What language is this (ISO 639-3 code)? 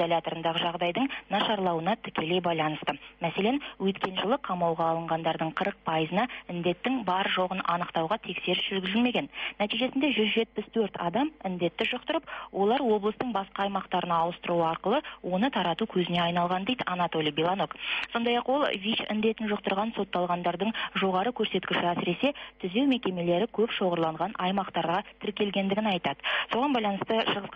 kaz